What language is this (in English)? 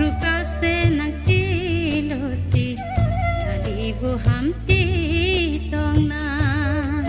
Karbi